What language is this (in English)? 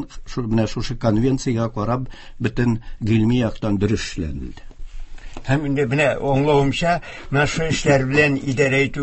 Tatar